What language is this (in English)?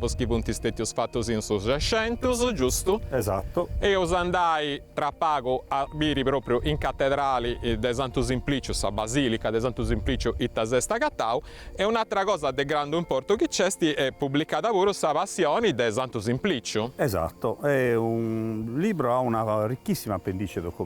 Sardinian